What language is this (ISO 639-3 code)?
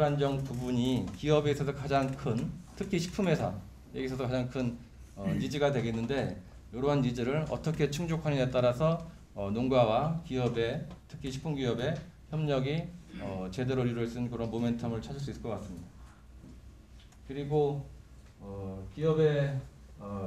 kor